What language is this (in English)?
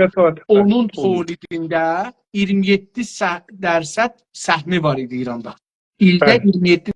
South Azerbaijani